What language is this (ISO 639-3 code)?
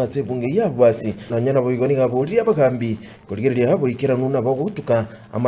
guz